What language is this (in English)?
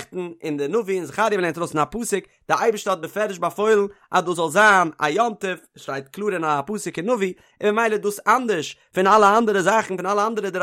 Yiddish